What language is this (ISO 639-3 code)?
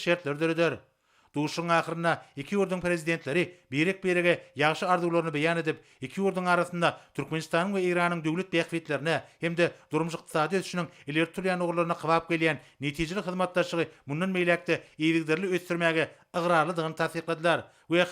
tuk